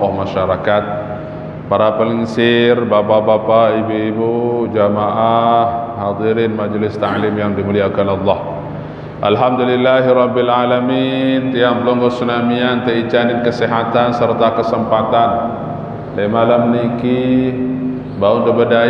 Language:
Sasak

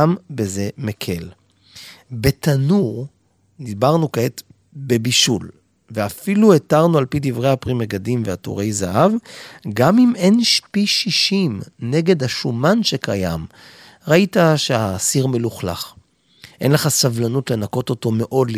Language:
Hebrew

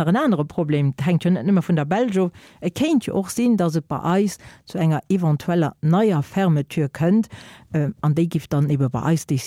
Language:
Luxembourgish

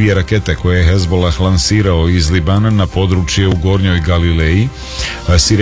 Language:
Serbian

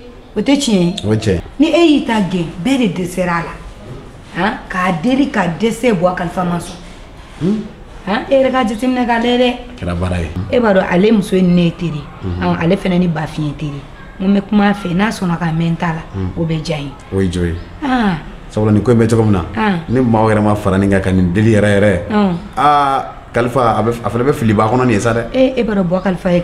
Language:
Bambara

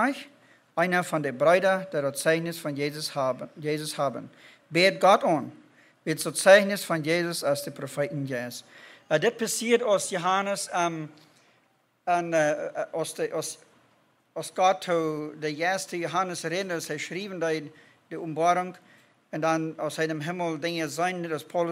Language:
Plautdietsch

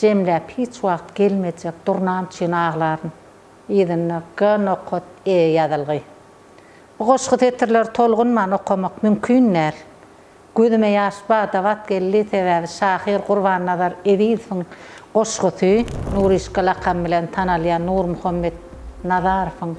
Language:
Turkmen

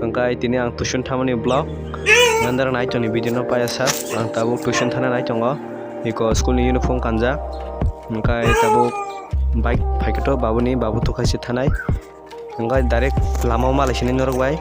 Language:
Kok Borok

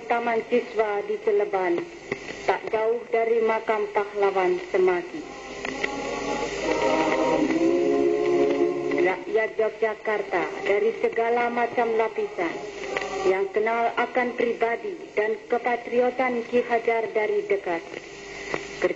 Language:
Indonesian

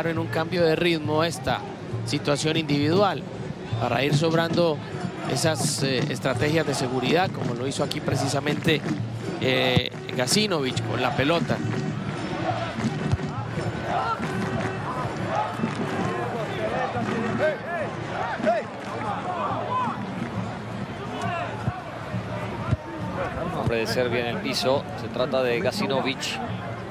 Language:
Spanish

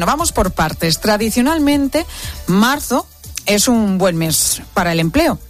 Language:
Spanish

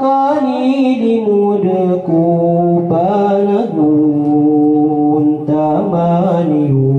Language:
Maranao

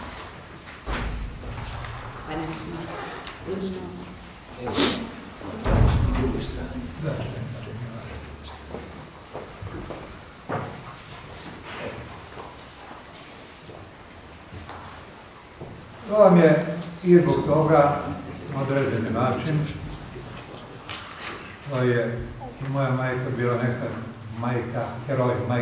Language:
Serbian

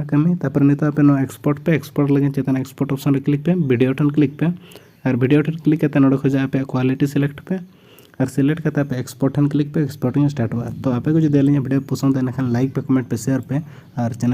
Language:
Santali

